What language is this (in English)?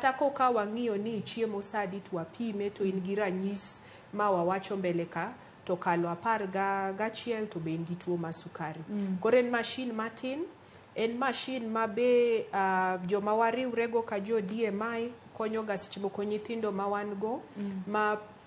Luo (Kenya and Tanzania)